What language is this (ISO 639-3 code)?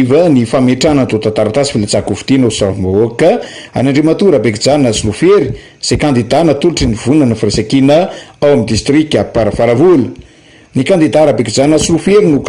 mlg